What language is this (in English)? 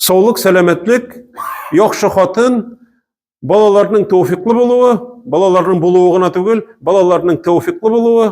Tatar